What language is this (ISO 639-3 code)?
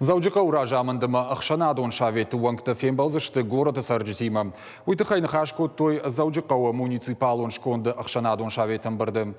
oss